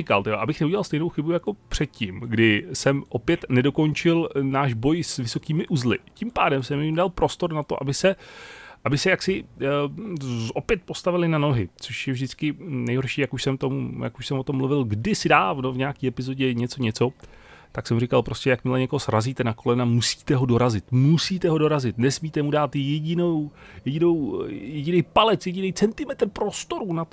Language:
Czech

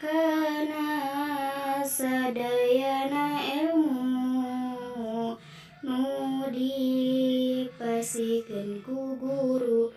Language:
Sundanese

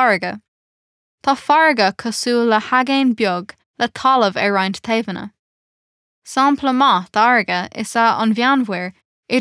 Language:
Irish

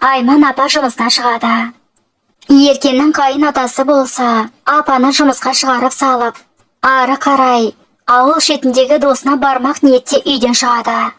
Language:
Kazakh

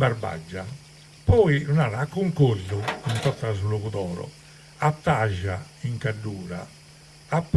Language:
Sardinian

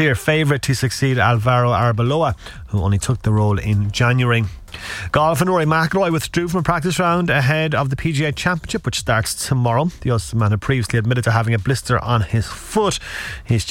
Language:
English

